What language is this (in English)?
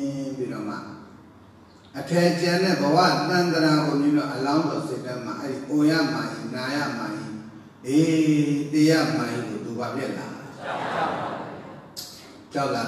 Burmese